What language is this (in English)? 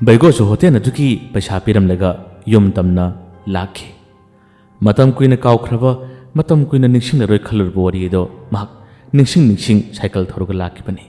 Manipuri